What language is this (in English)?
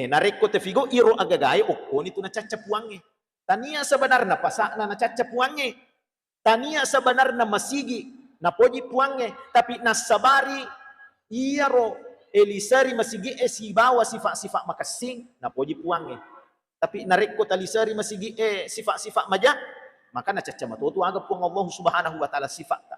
Buginese